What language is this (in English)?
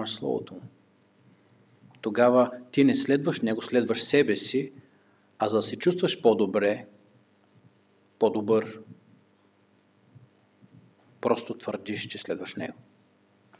Bulgarian